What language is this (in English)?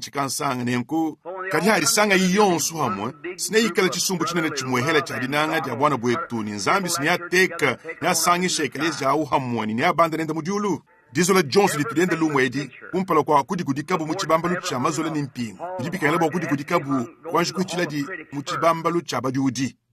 Luba-Lulua